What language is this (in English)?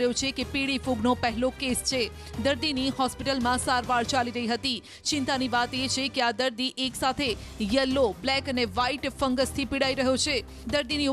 Gujarati